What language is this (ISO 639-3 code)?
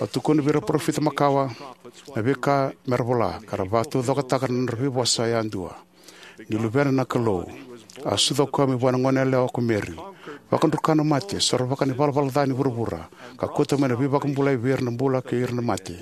fij